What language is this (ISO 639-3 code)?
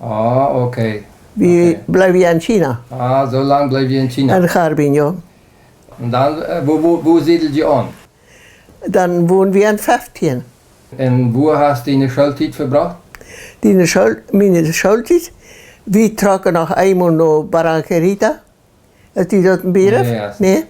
pdt